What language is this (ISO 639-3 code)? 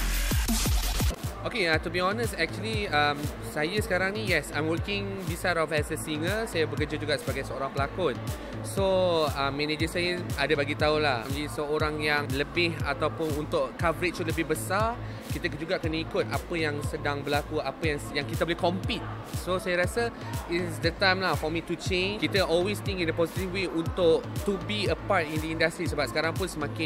msa